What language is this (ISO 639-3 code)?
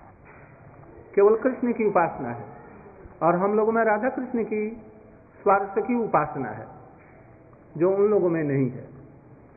hin